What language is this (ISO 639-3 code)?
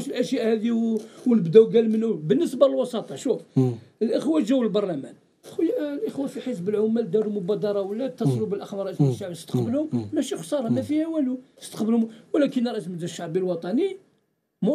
arq